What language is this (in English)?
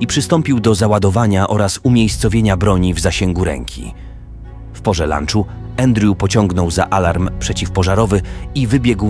Polish